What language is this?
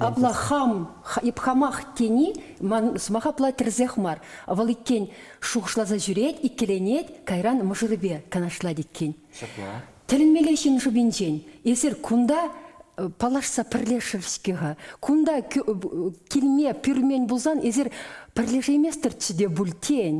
Chuvash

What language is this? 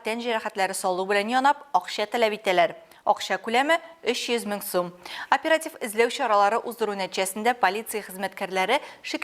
Tatar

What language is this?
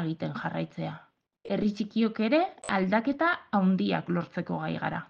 Basque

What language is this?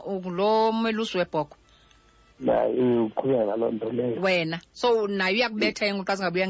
Xhosa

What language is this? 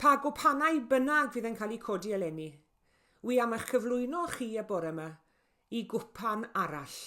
Welsh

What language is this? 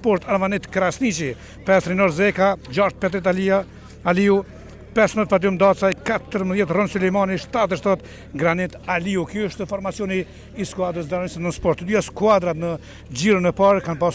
Albanian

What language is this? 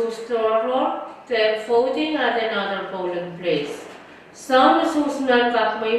Pohnpeian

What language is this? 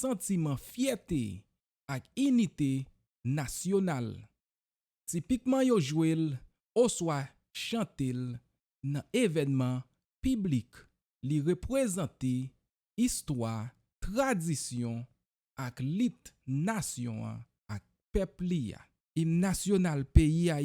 Haitian Creole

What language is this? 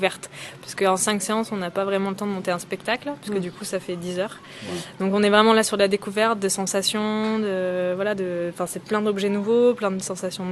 French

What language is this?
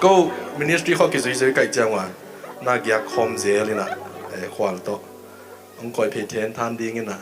Tedim Chin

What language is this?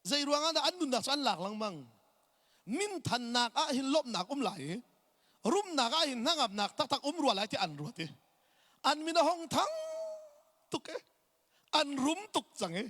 Hakha Chin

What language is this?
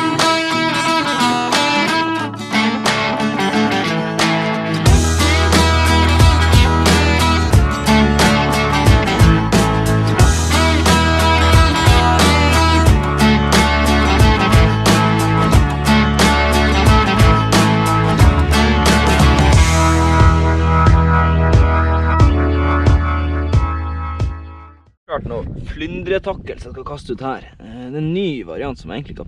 Norwegian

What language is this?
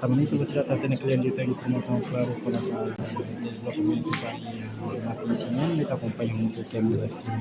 Tetum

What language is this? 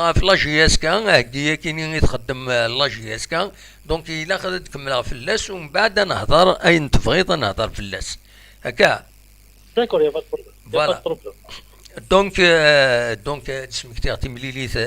Kabyle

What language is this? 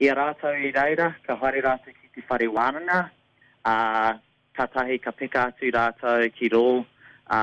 Māori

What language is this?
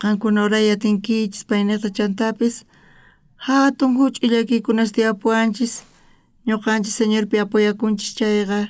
South Bolivian Quechua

